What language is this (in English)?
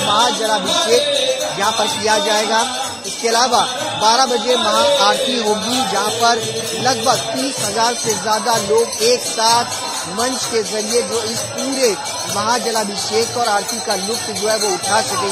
Hindi